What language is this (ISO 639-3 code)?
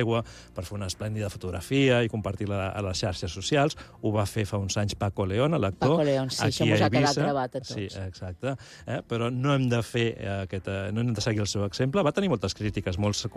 cat